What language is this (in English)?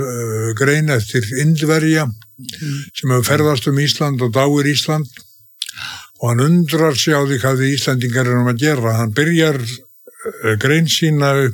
Icelandic